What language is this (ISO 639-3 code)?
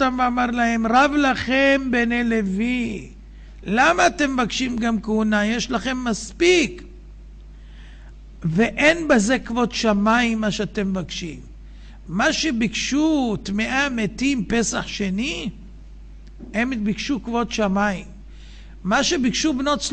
heb